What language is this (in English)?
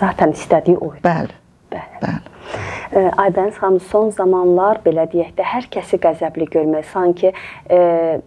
Azerbaijani